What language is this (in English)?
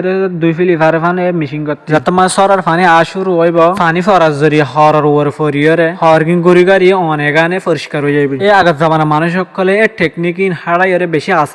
Rohingya